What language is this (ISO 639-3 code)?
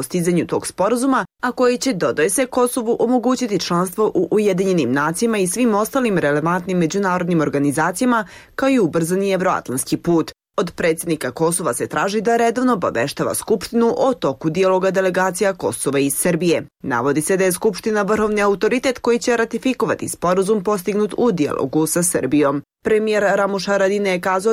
bos